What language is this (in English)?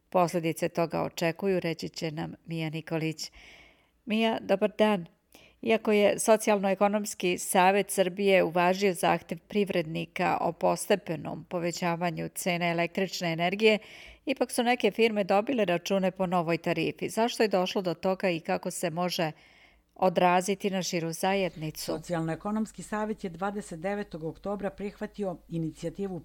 Serbian